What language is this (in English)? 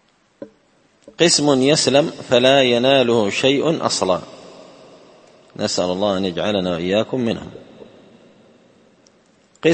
Arabic